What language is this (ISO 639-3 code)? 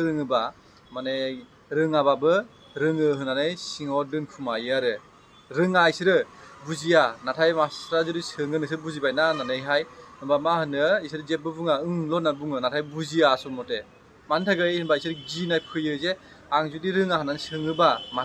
brx